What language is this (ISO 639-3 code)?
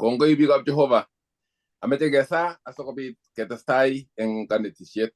kln